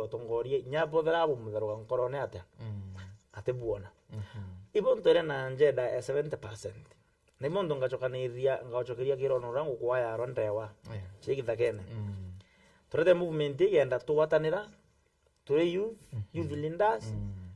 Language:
Meru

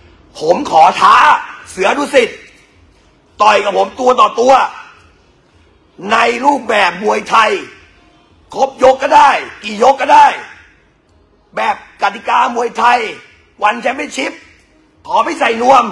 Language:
Thai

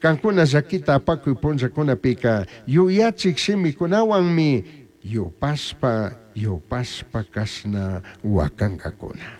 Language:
Chimborazo Highland Quichua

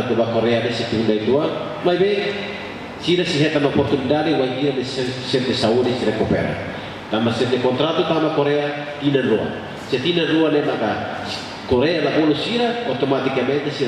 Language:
Tetum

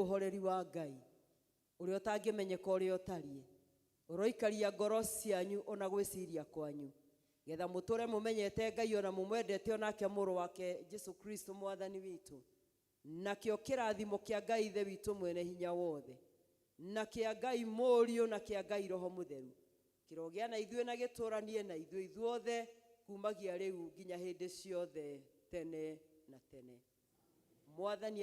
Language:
Kikuyu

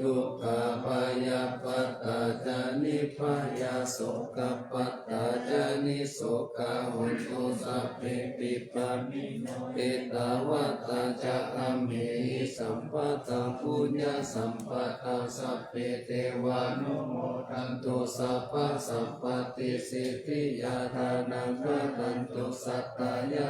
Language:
Pali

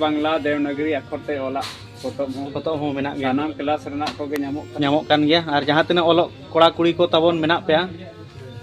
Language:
Santali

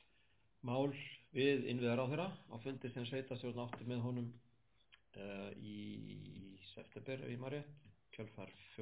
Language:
Icelandic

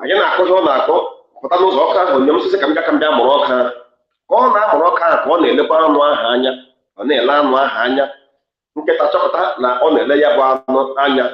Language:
Igbo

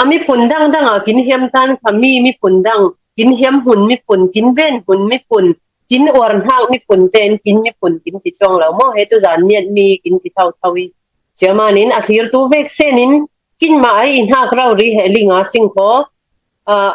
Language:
Falam Chin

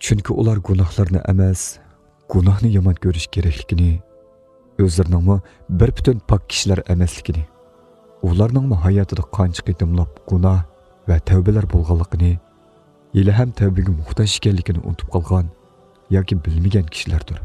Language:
Uyghur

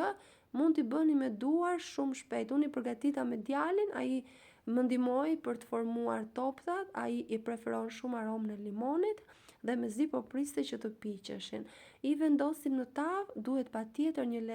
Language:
Albanian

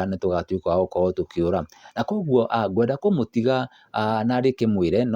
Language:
Kikuyu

